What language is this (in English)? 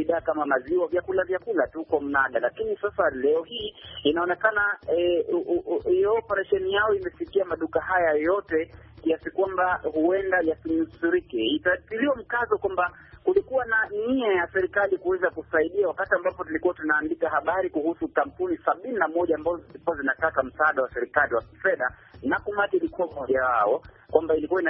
Swahili